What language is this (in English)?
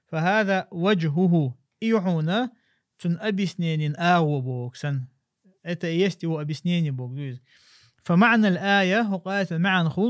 Chechen